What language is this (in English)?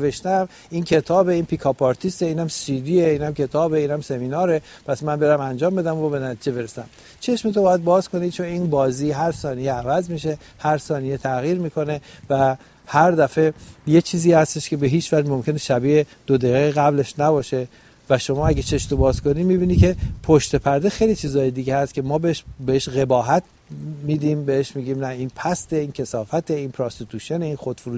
Persian